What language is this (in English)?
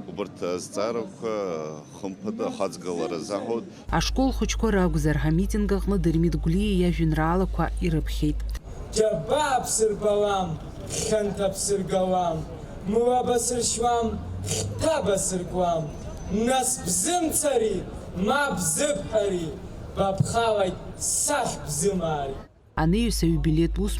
Abkhazian